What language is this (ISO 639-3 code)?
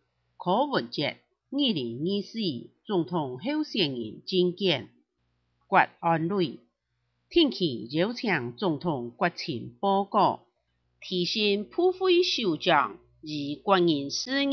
hak